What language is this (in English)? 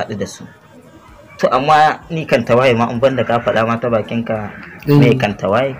Hausa